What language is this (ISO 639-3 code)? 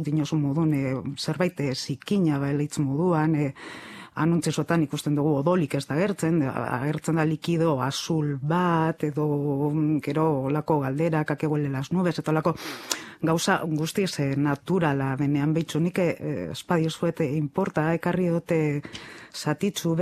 eus